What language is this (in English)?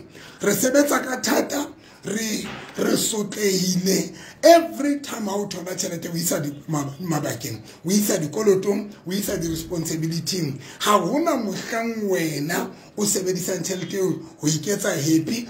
Tswana